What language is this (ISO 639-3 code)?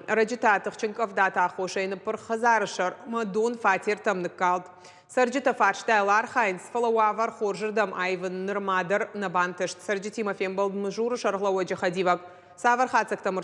oss